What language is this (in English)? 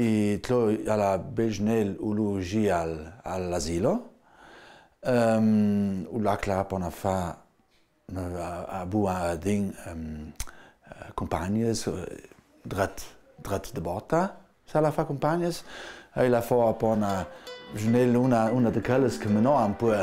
Ladin